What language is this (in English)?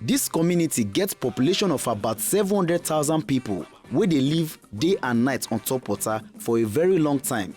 Nigerian Pidgin